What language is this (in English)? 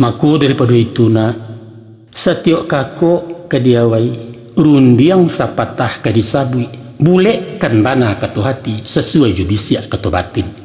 Minangkabau